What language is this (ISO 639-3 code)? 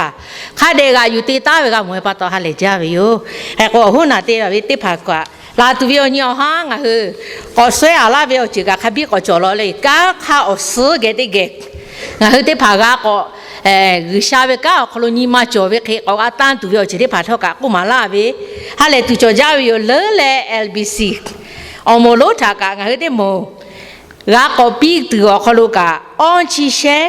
lhu